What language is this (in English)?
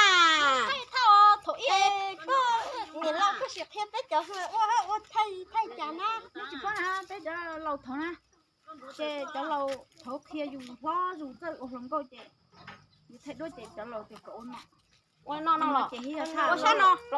Hmong